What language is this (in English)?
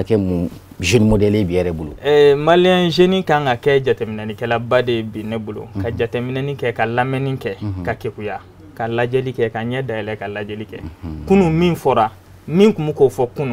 Bambara